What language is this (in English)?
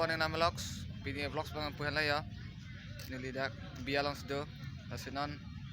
Karbi